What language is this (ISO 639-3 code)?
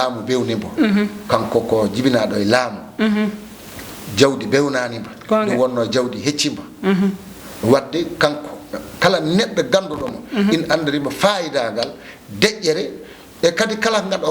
ful